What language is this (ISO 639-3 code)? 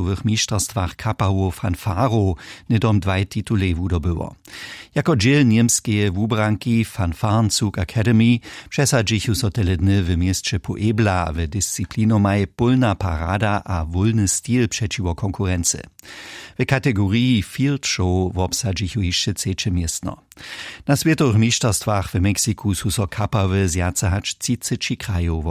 hsb